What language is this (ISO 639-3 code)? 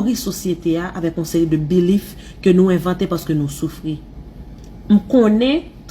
hat